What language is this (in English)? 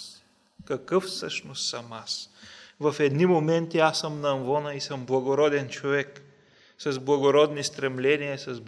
Bulgarian